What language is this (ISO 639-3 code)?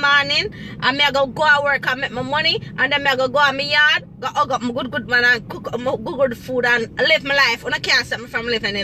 jam